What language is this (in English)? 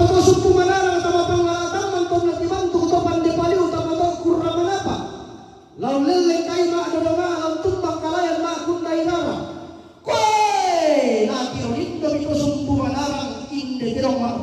Toraja-Sa'dan